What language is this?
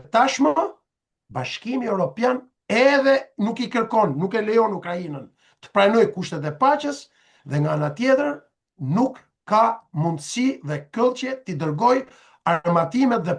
Albanian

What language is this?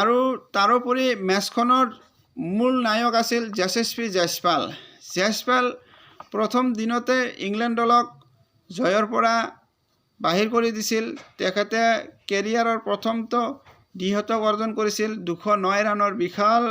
Assamese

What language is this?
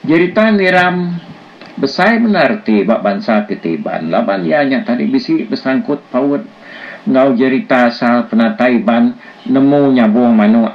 Iban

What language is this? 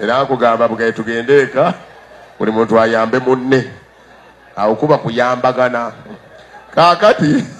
Ganda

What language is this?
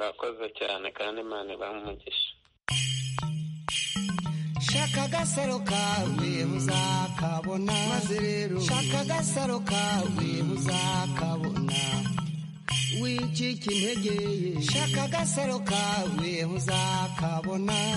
Kinyarwanda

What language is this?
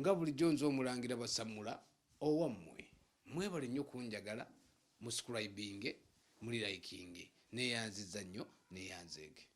Ganda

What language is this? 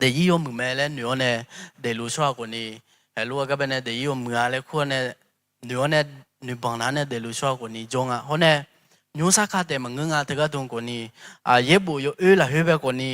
Akha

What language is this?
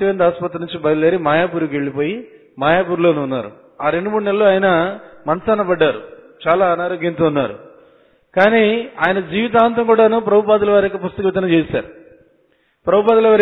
Telugu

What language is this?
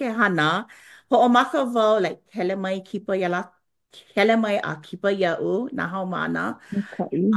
Hawaiian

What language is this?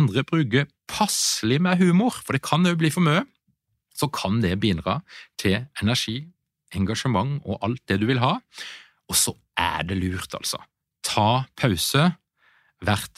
Norwegian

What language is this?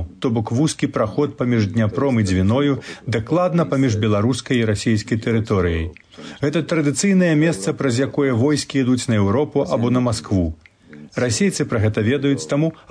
Belarusian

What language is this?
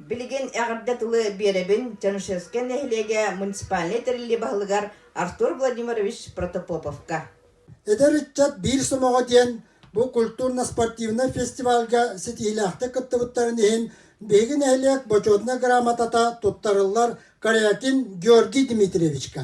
Yakut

